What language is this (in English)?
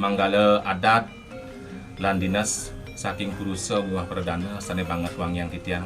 Balinese